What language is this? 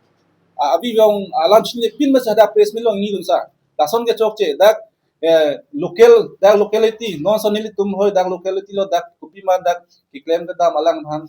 Karbi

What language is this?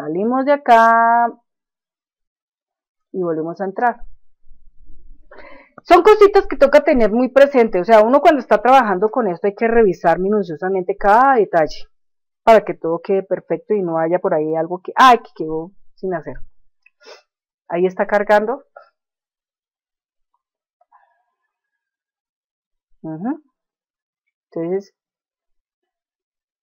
Spanish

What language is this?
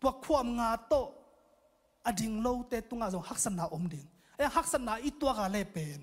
Tedim Chin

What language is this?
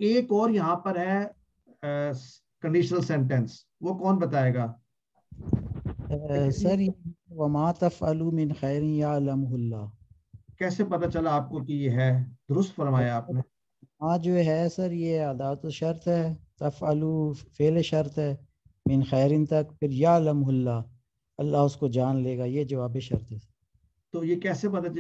Urdu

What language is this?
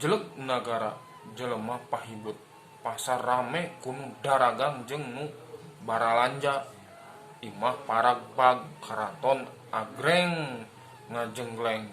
Sundanese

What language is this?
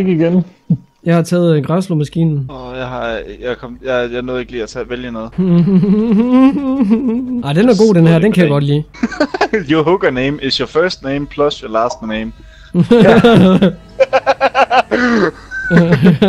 Danish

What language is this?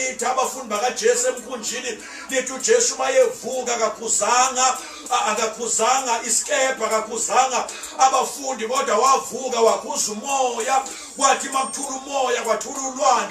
Zulu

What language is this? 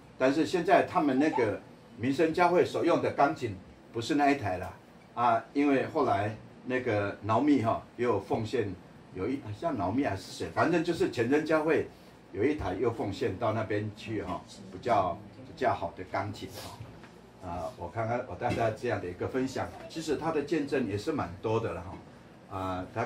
Chinese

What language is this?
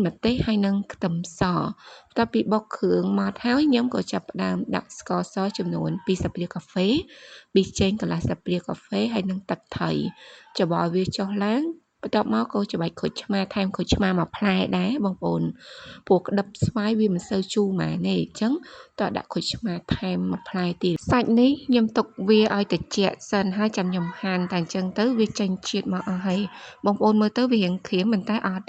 Khmer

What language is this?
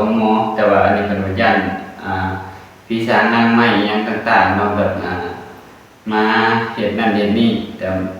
Northeastern Thai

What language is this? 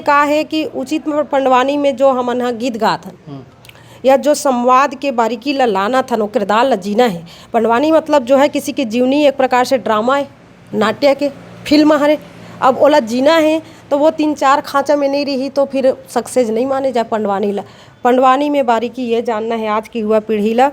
Chhattisgarhi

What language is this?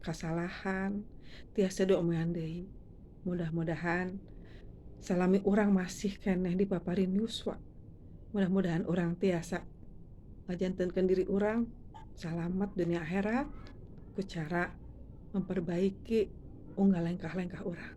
Sundanese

